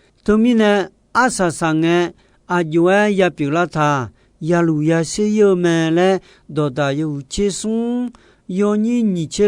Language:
Akha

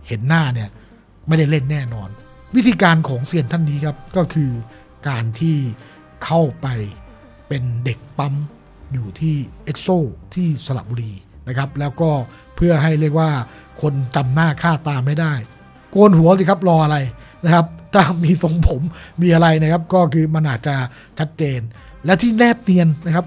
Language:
Thai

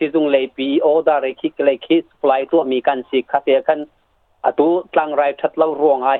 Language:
Hakha Chin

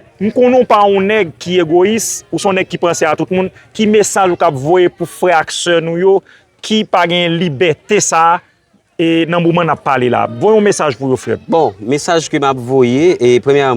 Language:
Haitian Creole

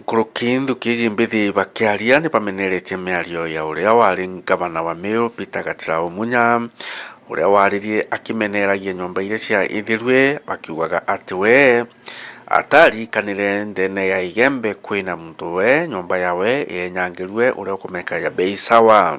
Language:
Meru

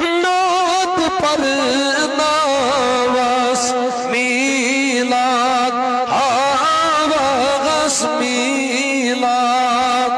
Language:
Kashmiri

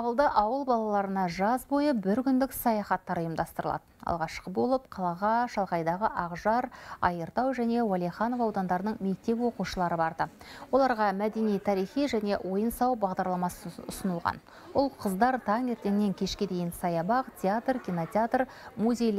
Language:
Kazakh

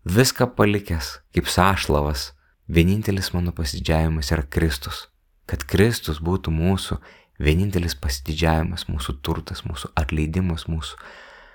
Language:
Lithuanian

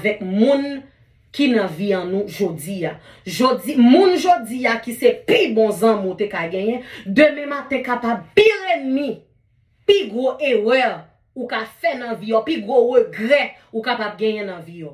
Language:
Haitian Creole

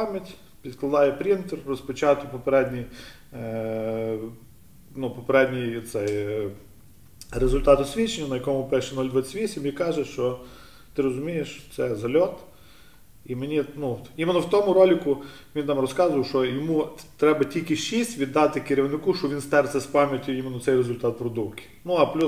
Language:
Ukrainian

